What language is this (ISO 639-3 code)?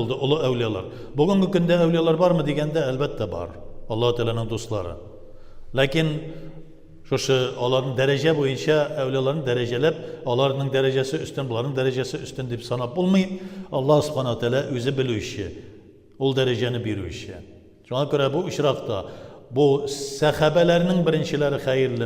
tat